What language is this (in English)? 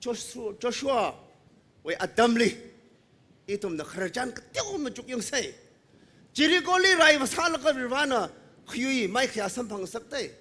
Tangkhul Naga (India)